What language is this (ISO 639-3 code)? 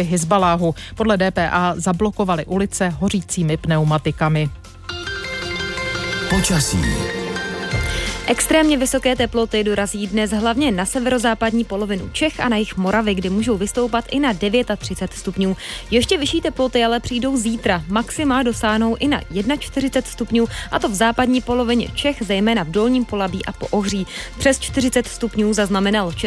ces